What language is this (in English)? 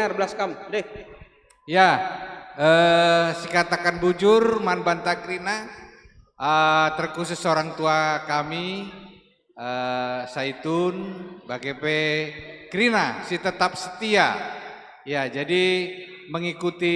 Batak Karo